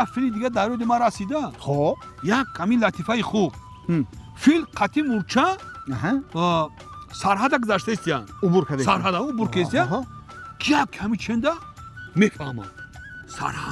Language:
Tajik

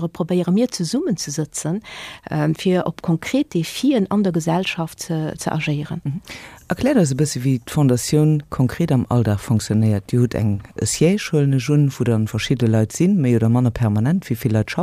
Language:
Luxembourgish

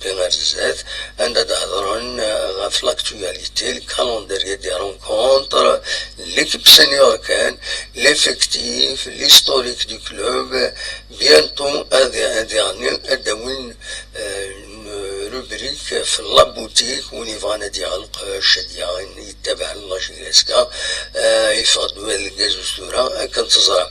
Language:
Kabyle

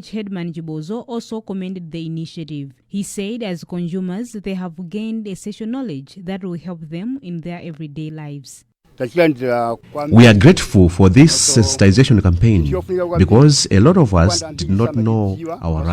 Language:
English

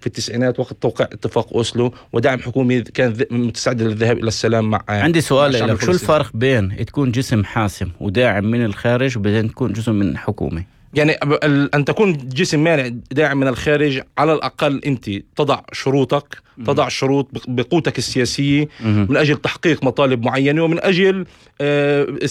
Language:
North Levantine Arabic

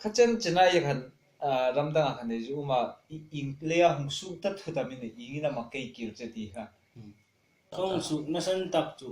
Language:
Hmar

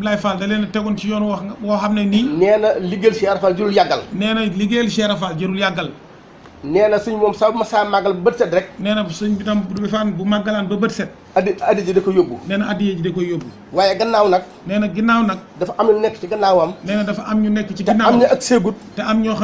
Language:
Wolof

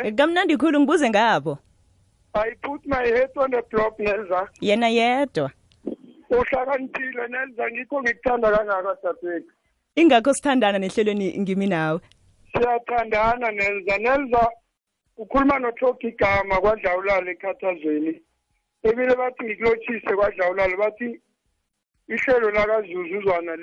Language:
South Ndebele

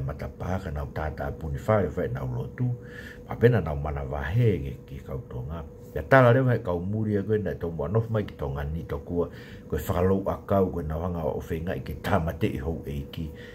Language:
Tongan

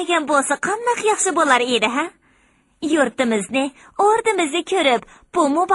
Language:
Uyghur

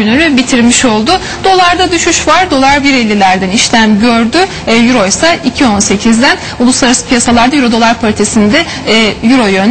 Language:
Turkish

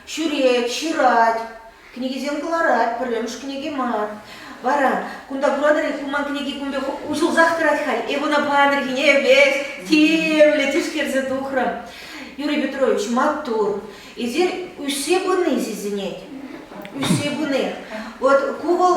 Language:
Chuvash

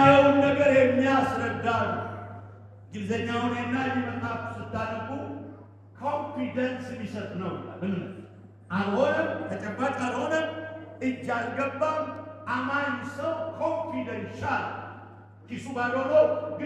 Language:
Amharic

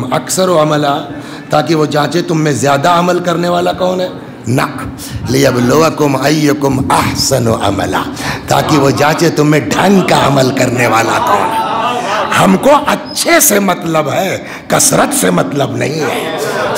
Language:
Urdu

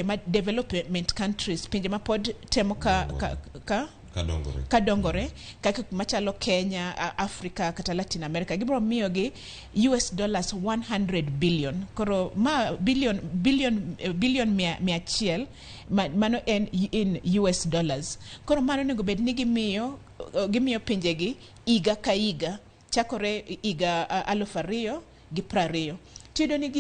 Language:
Luo (Kenya and Tanzania)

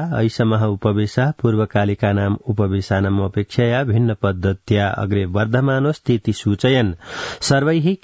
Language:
Sanskrit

